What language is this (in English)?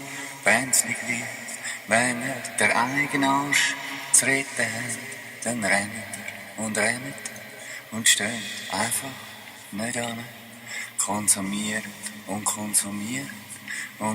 Swiss German